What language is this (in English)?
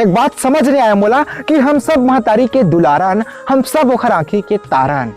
Chhattisgarhi